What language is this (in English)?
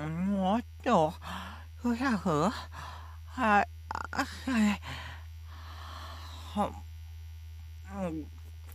Japanese